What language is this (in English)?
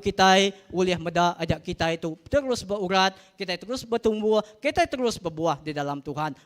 Iban